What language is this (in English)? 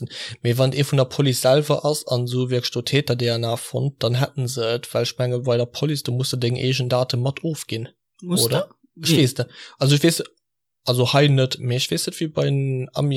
Luxembourgish